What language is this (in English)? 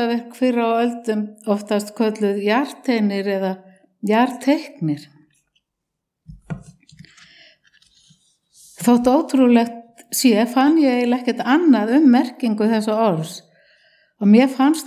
Icelandic